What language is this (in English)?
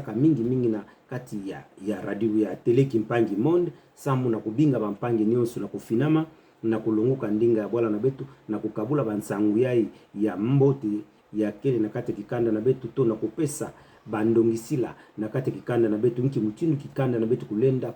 Kituba (Democratic Republic of Congo)